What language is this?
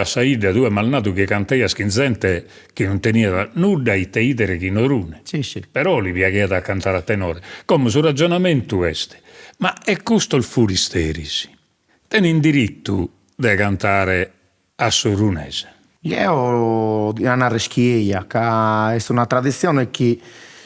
Sardinian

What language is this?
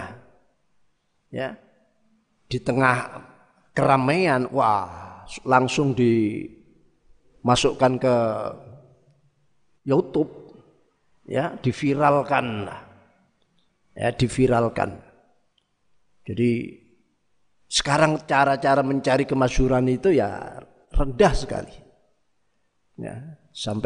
Indonesian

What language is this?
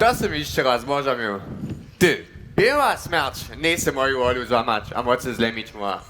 Upper Sorbian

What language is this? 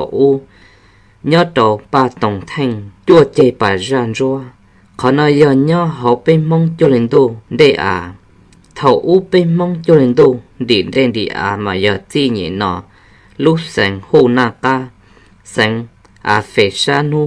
Hmong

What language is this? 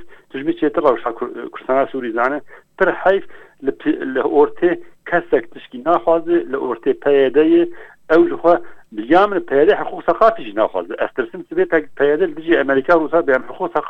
Kurdish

